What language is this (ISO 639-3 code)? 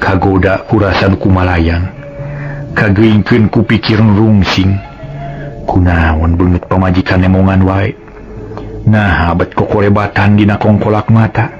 sun